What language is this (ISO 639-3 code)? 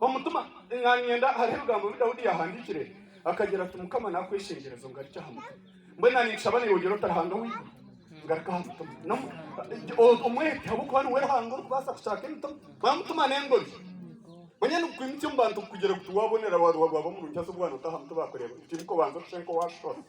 nyn